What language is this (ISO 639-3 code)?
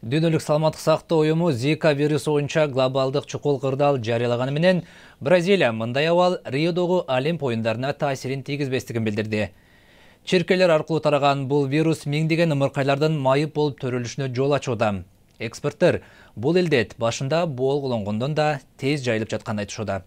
kir